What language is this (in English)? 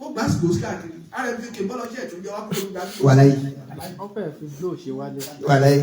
Yoruba